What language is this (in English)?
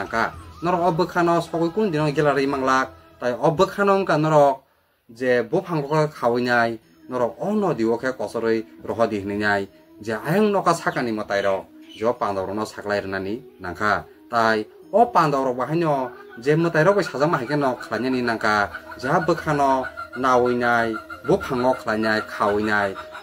Kok Borok